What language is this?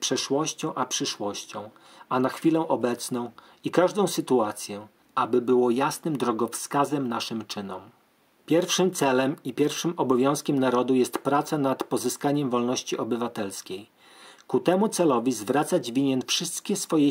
Polish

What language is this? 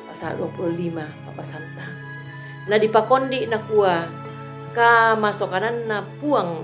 Toraja-Sa'dan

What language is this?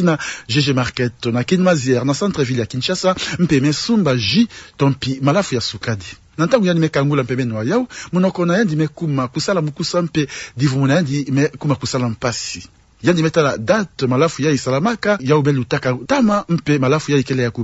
Kituba (Democratic Republic of Congo)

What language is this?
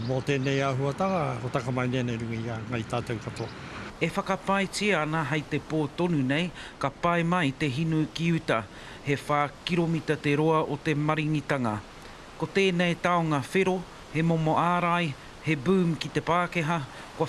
Māori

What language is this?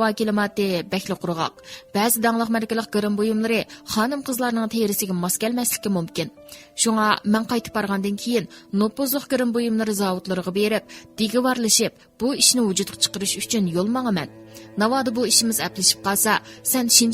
Uyghur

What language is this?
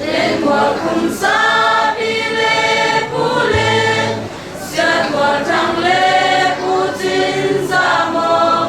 Tedim Chin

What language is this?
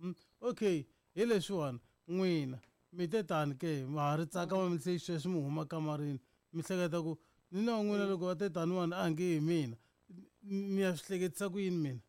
Tsonga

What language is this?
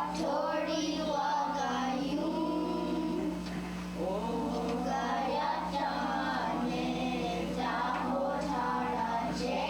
Mohawk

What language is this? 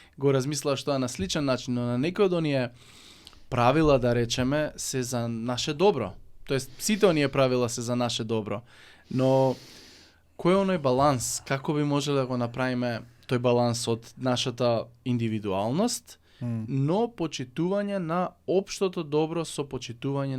Macedonian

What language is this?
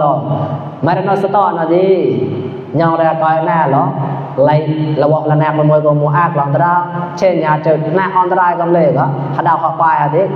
Mon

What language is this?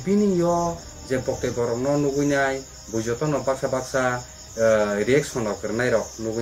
Kok Borok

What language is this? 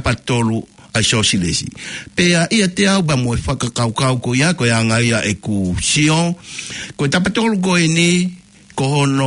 Tongan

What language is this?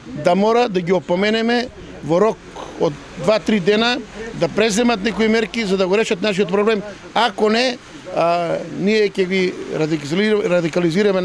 Macedonian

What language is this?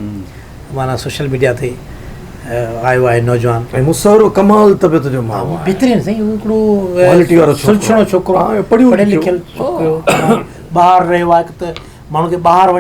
Sindhi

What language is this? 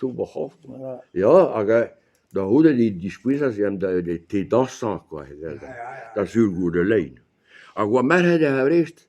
Breton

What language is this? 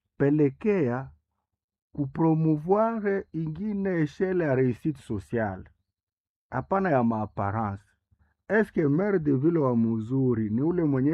Swahili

